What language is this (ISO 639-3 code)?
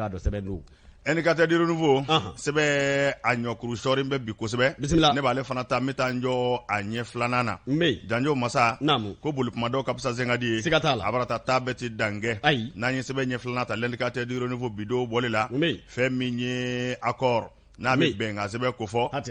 bam